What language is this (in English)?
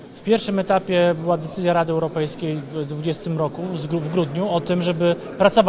Polish